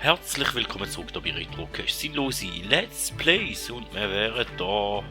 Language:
Swiss German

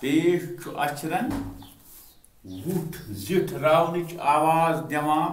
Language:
Kashmiri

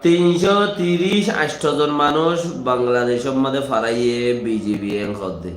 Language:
Rohingya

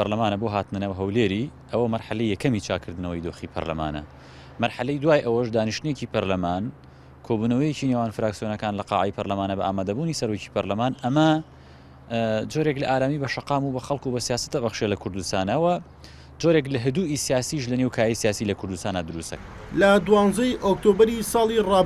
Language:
Central Kurdish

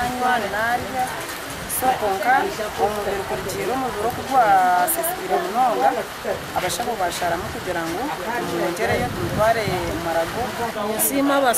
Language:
Nyankole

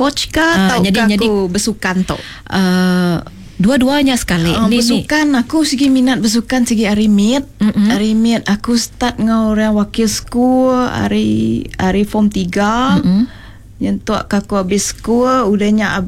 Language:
Iban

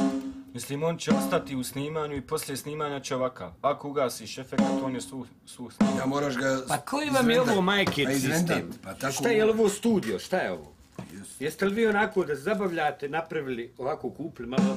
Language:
Bosnian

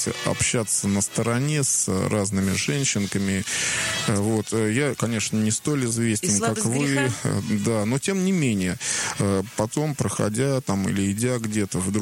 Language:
Russian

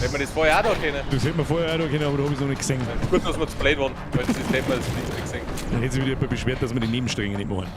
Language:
Bavarian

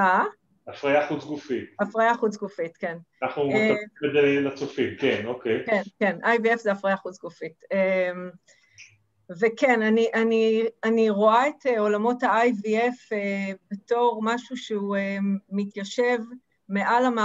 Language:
Hebrew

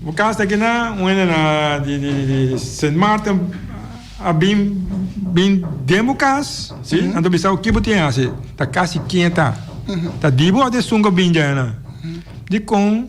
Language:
Papiamento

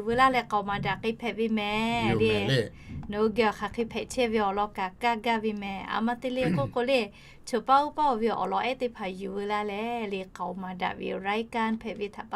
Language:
Lahu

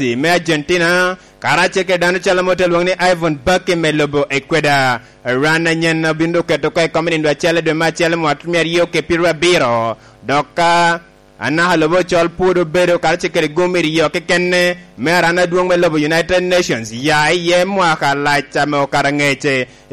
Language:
Lango (Uganda)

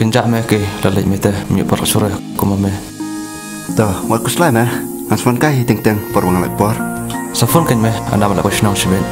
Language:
Khasi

